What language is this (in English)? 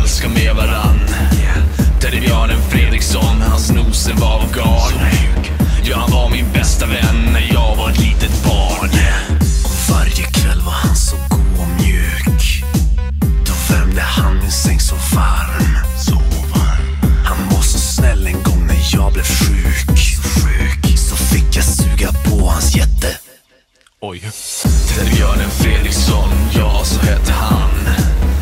Swedish